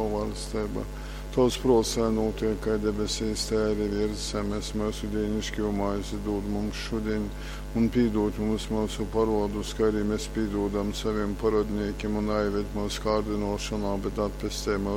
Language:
Latgalian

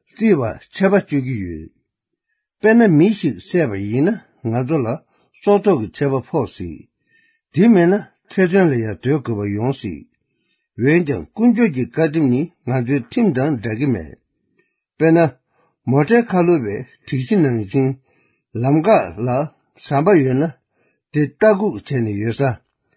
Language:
Tibetan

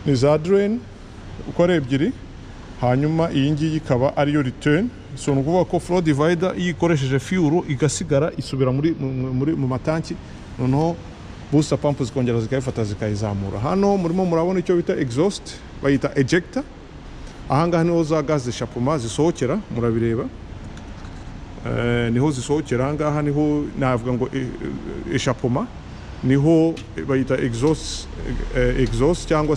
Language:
Kinyarwanda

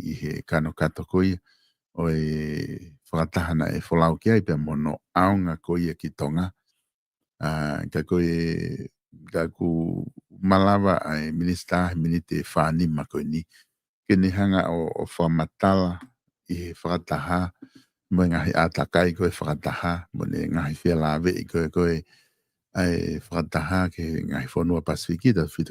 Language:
Tongan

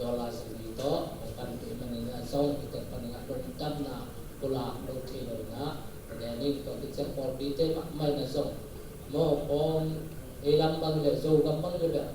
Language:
Tedim Chin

